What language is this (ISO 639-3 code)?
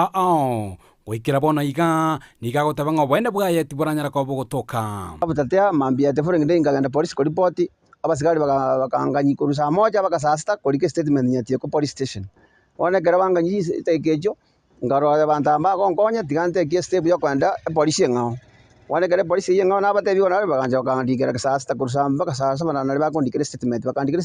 guz